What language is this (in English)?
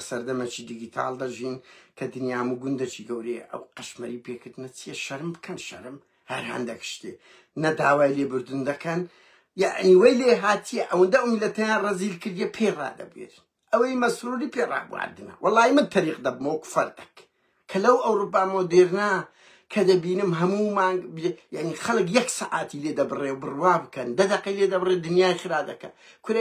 Central Kurdish